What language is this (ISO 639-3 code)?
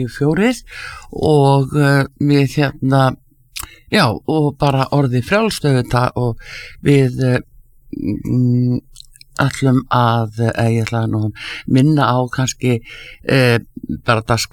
isl